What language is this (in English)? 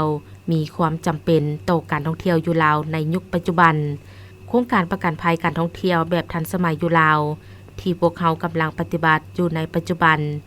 Lao